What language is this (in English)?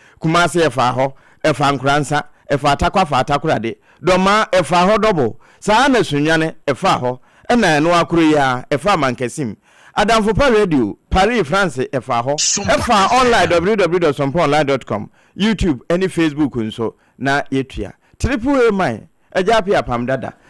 Akan